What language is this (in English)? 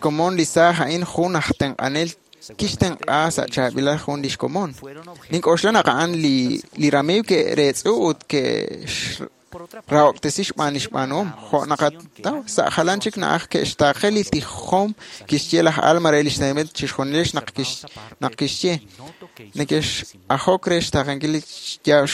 Kekchí